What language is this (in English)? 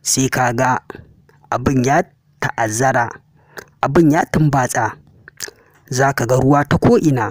Hausa